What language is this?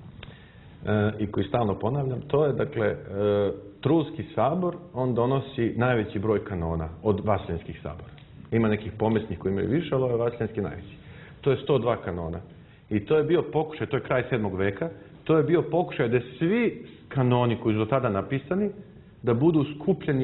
Serbian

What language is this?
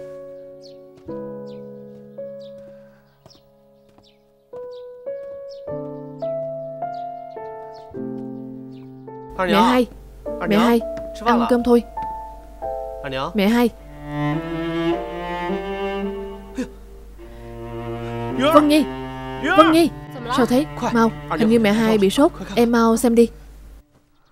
Vietnamese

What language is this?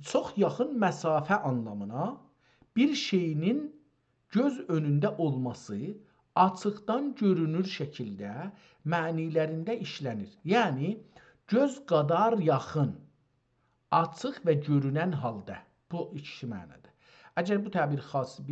South Azerbaijani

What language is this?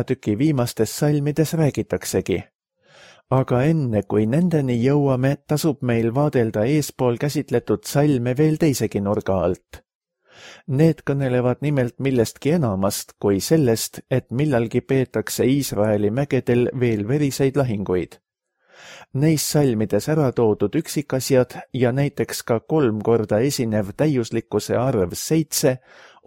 Estonian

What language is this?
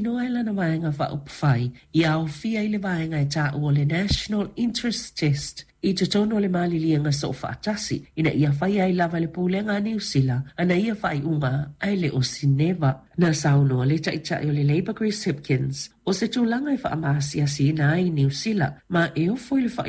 Samoan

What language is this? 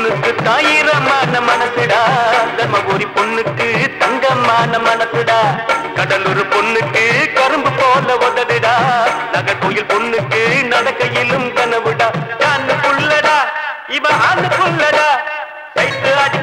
Tamil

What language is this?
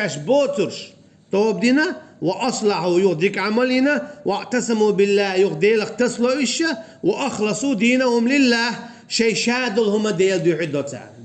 Chechen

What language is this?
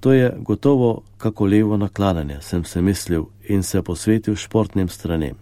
Slovenian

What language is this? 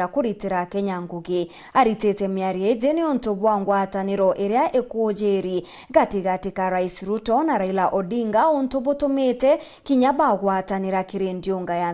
Meru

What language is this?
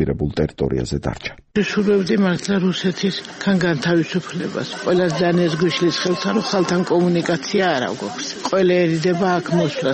Georgian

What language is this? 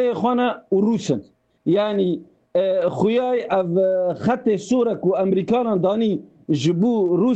Kurdish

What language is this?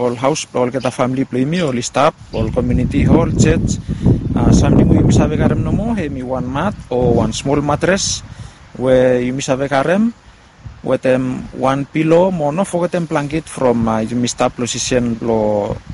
Bislama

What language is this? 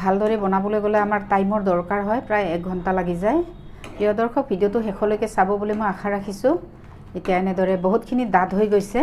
Assamese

